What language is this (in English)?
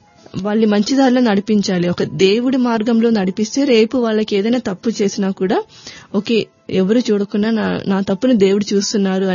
Telugu